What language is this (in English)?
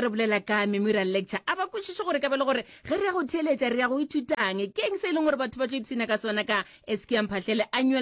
Northern Sotho